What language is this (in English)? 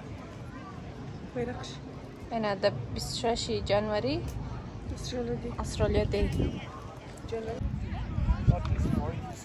Persian